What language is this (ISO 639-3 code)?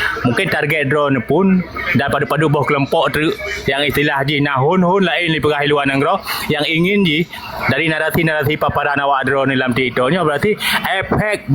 ace